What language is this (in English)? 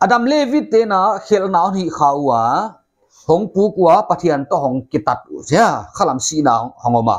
Paite Chin